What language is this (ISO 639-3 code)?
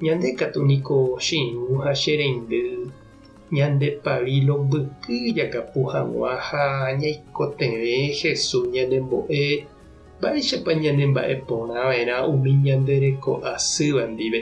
grn